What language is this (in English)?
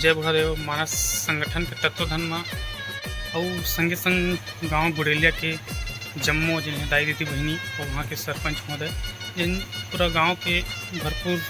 Chhattisgarhi